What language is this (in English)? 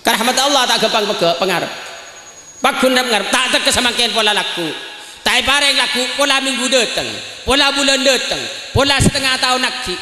Madurese